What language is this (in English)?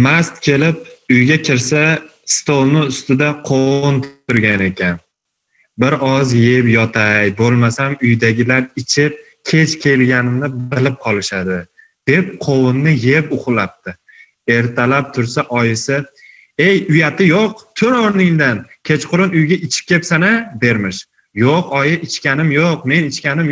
Turkmen